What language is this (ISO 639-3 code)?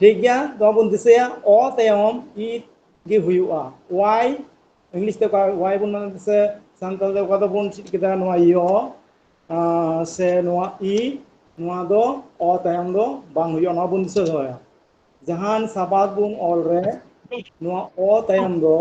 sat